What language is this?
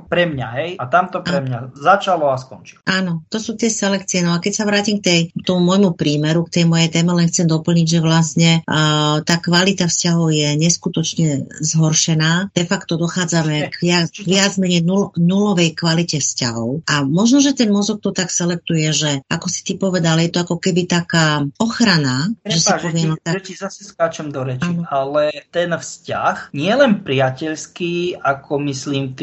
Slovak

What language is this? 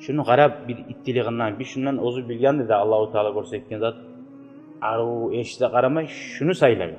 Kumyk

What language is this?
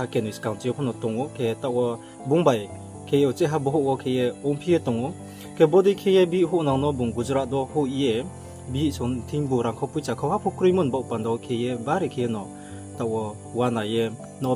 Riang (India)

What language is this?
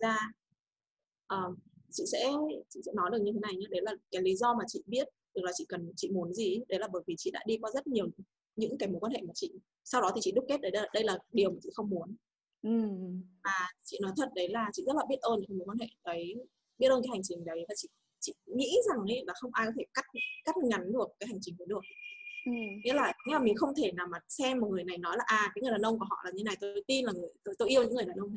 Vietnamese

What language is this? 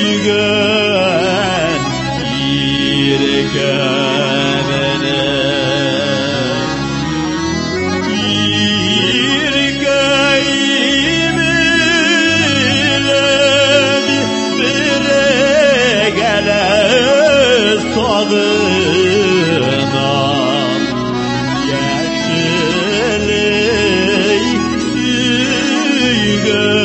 Tatar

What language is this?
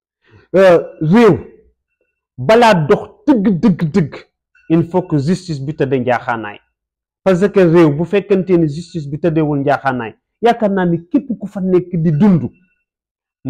Wolof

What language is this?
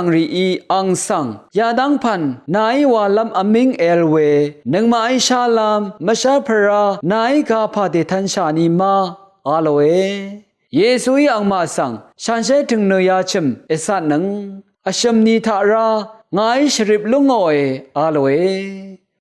Rawang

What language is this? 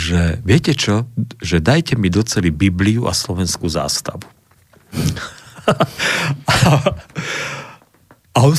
Slovak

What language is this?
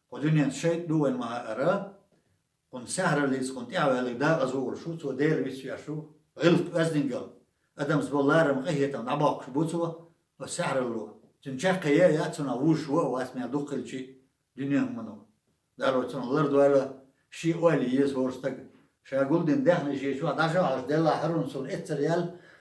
Chechen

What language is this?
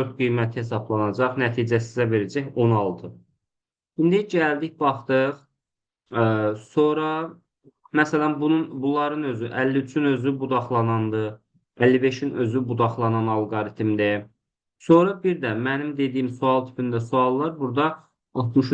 Azerbaijani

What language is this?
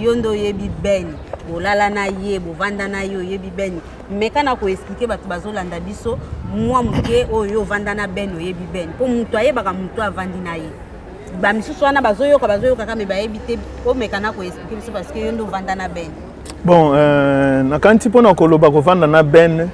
Lingala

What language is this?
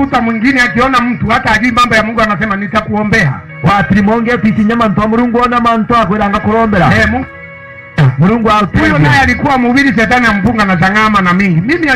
Meru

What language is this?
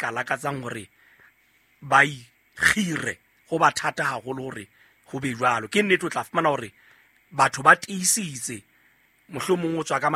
Southern Sotho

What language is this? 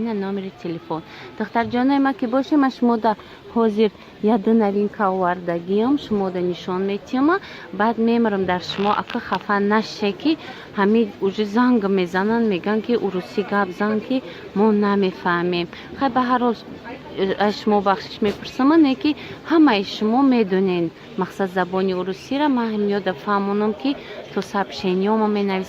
Tajik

